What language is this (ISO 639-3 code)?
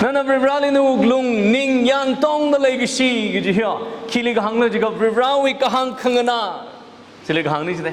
nmf